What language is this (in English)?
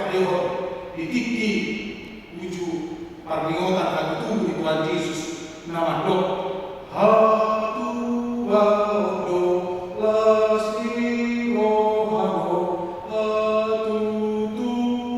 Batak Toba